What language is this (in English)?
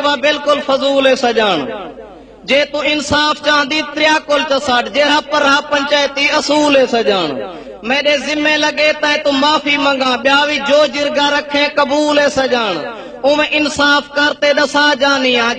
Saraiki